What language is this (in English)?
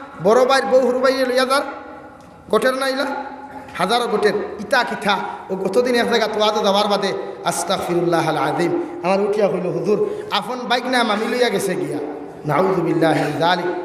Sylheti